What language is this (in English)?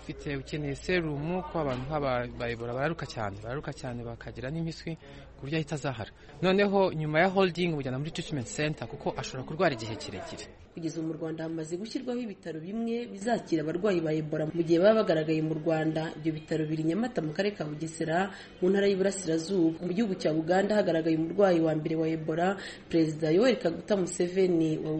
Kinyarwanda